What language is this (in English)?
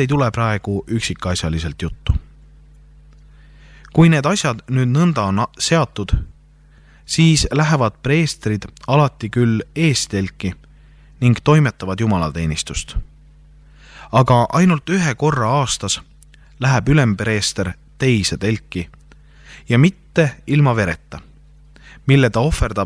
Estonian